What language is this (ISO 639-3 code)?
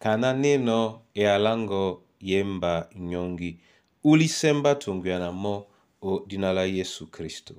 dua